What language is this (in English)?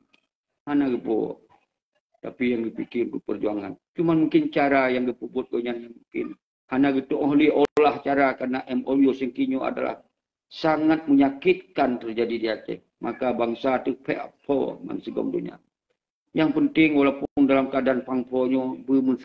Achinese